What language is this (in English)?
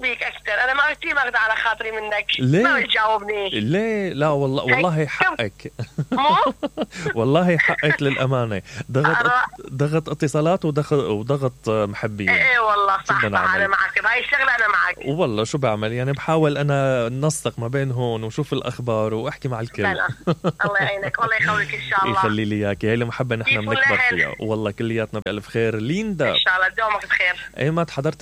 Mesopotamian Arabic